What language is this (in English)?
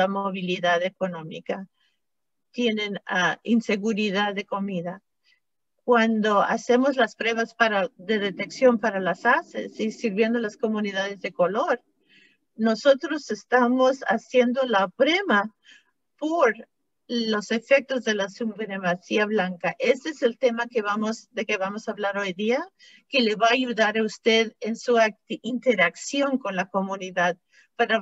Spanish